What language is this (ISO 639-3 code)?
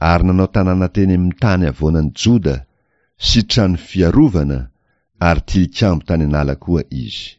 mlg